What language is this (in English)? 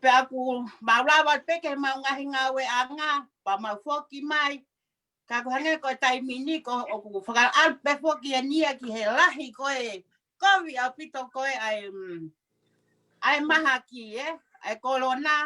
Tongan